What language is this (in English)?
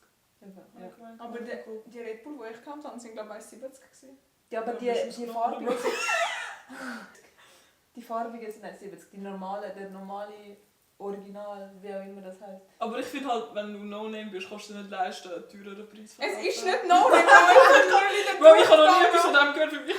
Swiss German